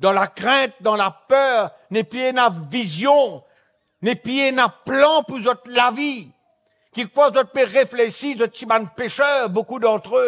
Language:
Morisyen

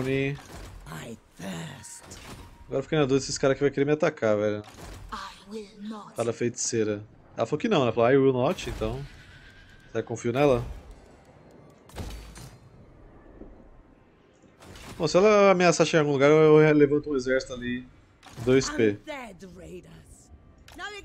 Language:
Portuguese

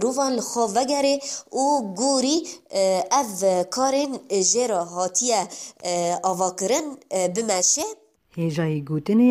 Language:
Kurdish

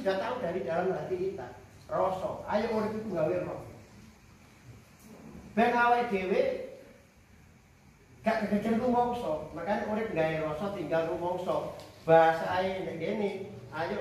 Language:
Javanese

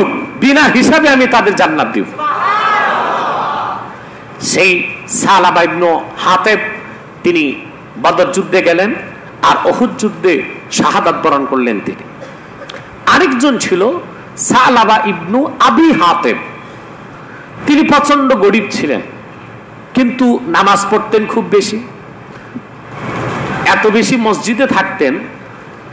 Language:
Bangla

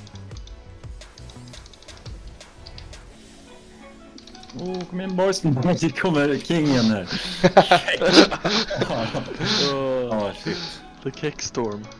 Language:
Swedish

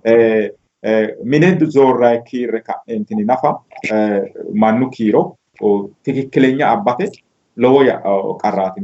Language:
Sidamo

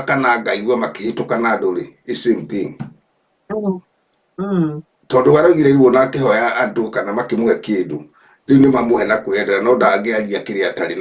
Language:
Kikuyu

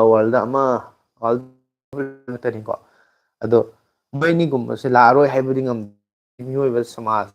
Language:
Manipuri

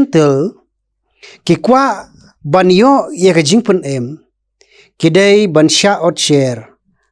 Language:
Khasi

